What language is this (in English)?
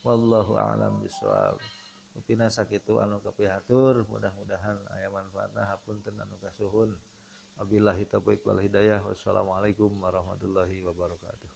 Sundanese